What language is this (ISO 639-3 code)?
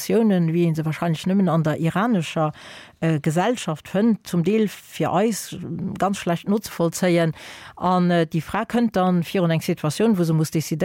ltz